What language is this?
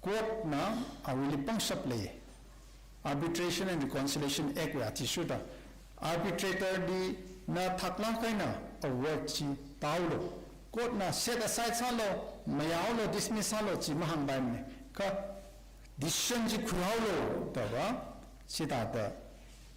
Tangkhul Naga (India)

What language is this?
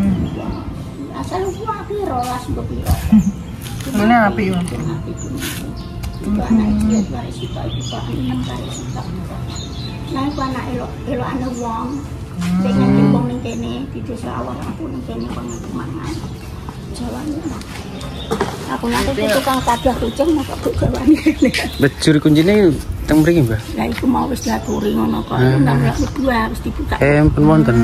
Indonesian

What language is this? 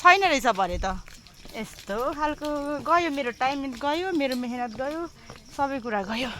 Nepali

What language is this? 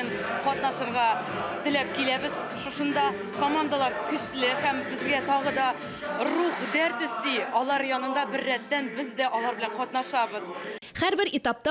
Tatar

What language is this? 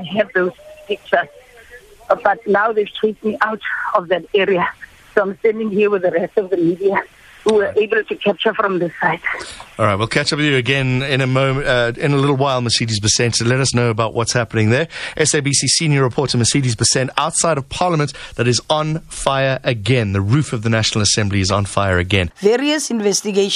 English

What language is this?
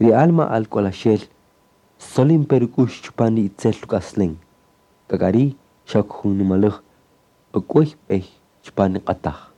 Kaqchikel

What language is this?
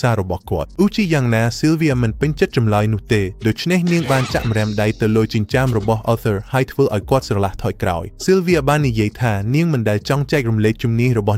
Khmer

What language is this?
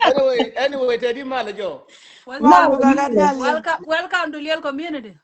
Nuer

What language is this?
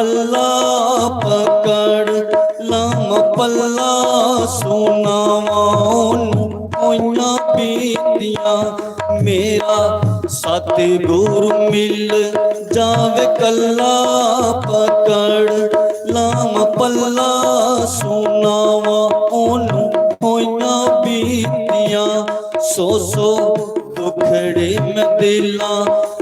Dogri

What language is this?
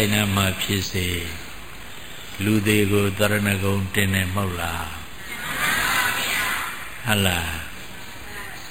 Burmese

